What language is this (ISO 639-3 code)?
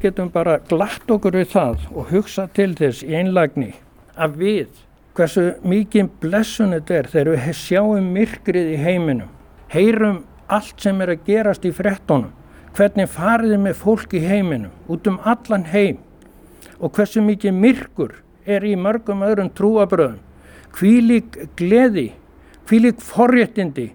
isl